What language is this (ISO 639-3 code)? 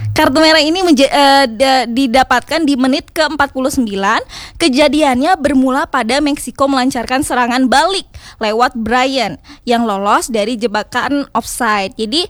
ind